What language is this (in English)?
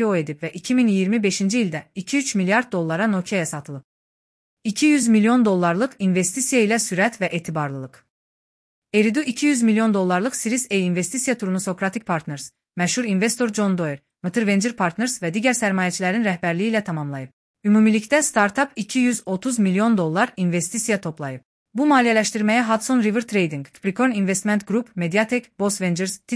Azerbaijani